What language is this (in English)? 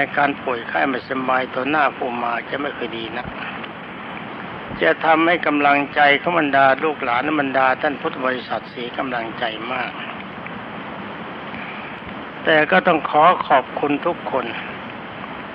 Thai